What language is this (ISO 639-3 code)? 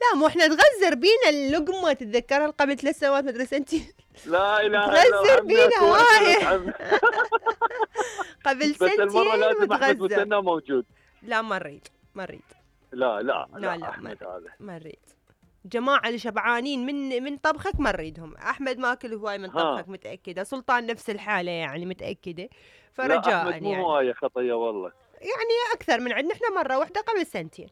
acm